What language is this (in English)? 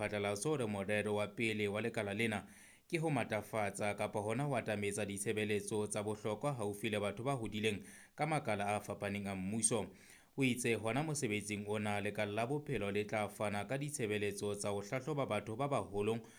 Southern Sotho